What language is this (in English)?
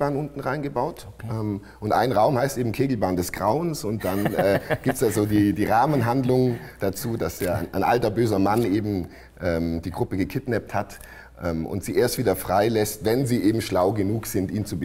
German